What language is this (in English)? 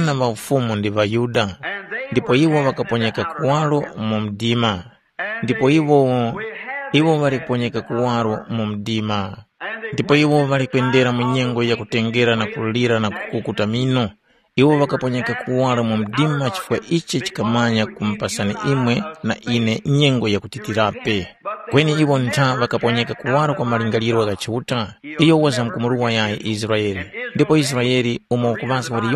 Tumbuka